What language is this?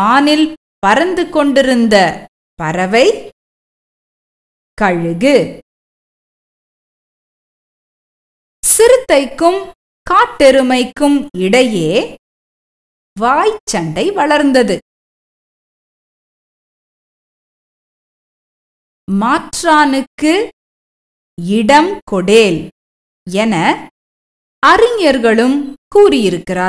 Tamil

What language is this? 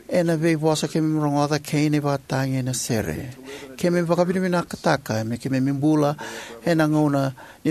Fijian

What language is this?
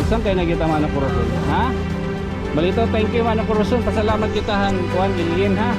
Waray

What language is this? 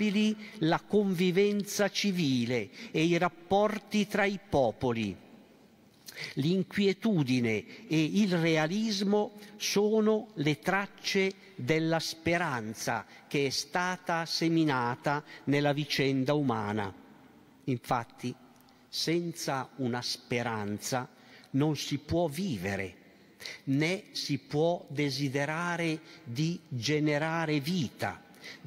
Italian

